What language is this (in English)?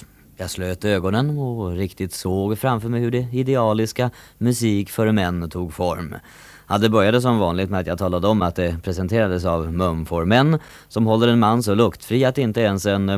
Swedish